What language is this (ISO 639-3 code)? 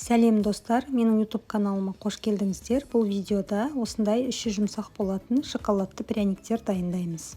kaz